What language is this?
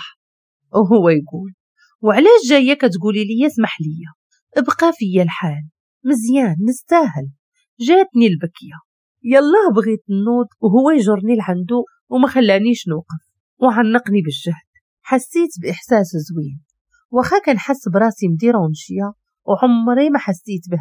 Moroccan Arabic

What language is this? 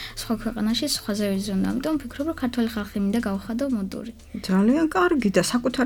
Georgian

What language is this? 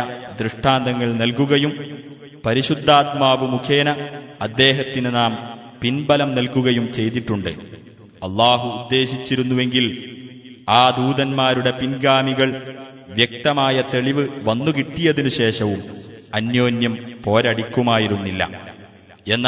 Malayalam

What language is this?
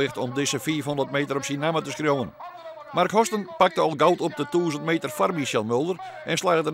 Western Frisian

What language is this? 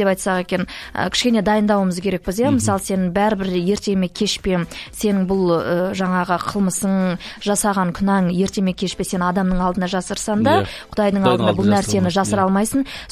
Kazakh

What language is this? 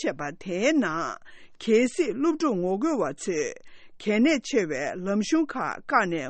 Tibetan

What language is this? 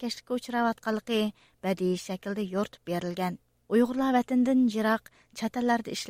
Uyghur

